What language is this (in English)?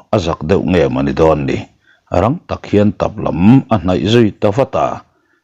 Mizo